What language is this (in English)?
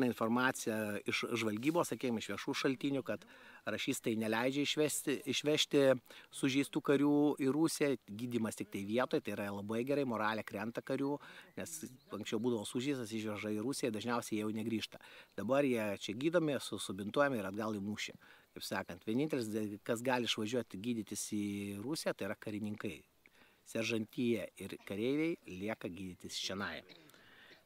Lithuanian